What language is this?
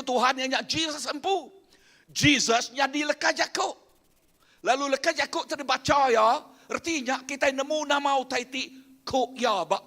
Iban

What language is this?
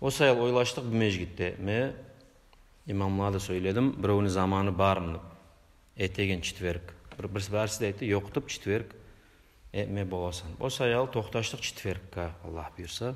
Kumyk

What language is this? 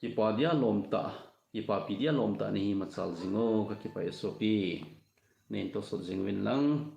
Thado Chin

